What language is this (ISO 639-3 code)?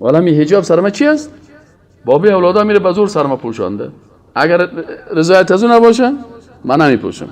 fas